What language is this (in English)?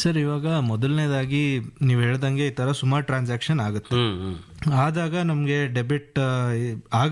Kannada